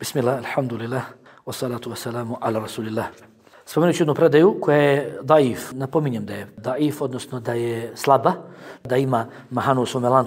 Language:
Bosnian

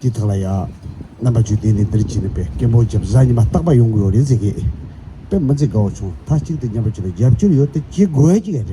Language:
Tibetan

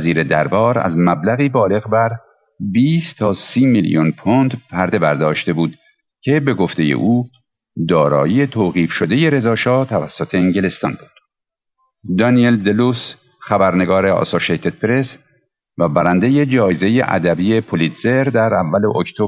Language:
Persian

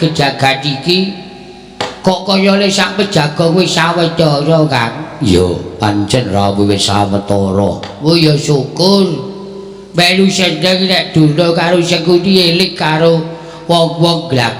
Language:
Javanese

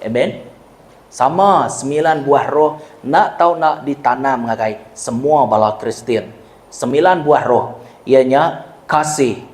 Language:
Iban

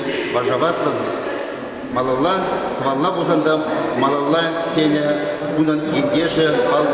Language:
Chuvash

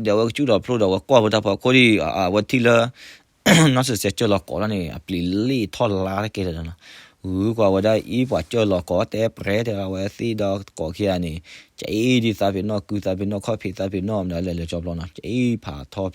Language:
S'gaw Karen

